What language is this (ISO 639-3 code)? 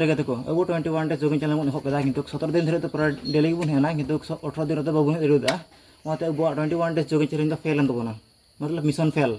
sat